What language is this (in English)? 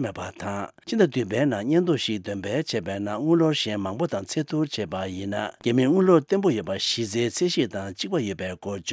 Tibetan